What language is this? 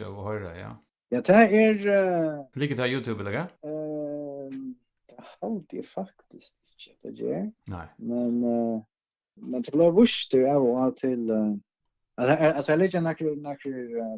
Faroese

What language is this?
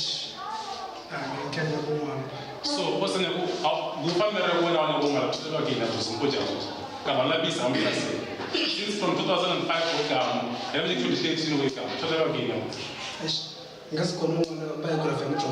Northern Sotho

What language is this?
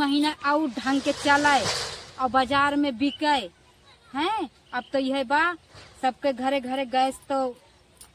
Awadhi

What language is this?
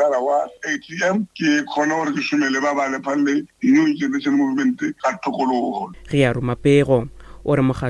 Northern Sotho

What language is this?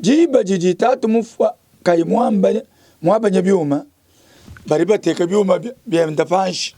Luba-Lulua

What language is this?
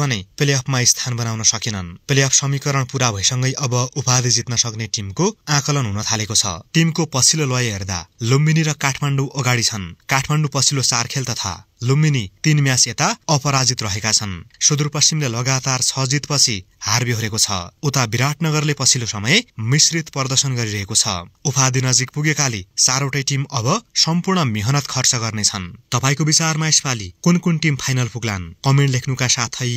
Nepali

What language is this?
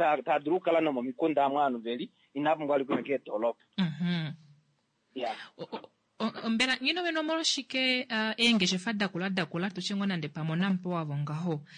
Kuanyama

